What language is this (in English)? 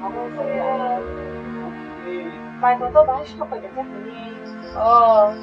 Kok Borok